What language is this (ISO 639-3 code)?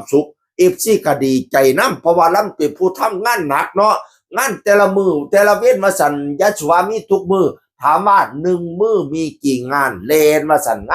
tts